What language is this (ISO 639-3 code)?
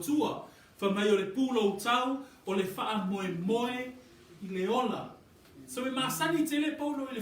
smo